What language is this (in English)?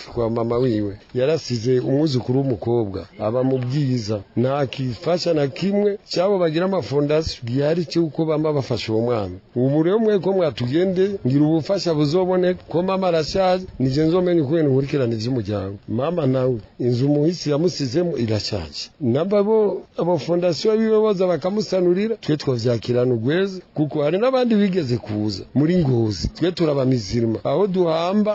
Rundi